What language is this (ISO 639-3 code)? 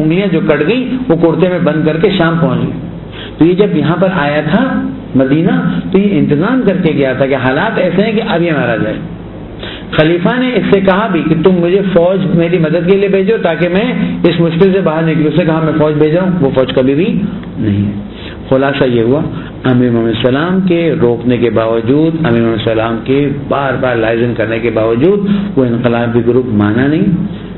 urd